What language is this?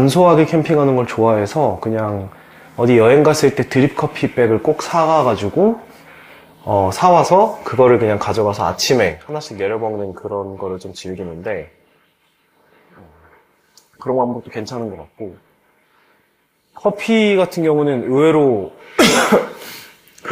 Korean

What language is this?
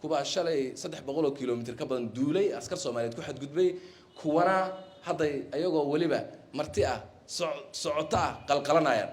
Somali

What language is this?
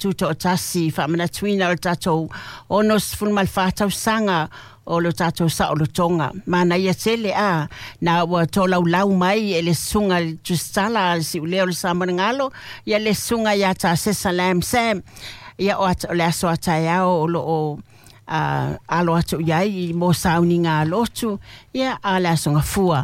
Samoan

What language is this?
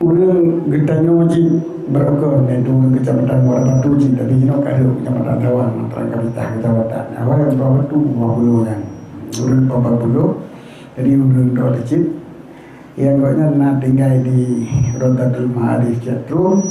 Achinese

